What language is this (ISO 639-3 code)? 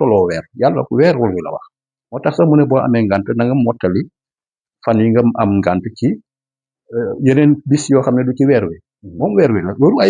wol